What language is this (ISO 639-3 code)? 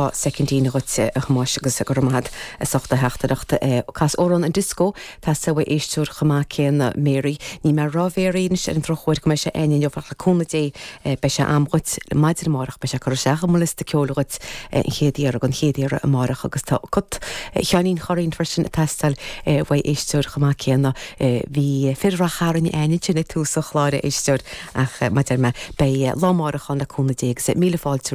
gle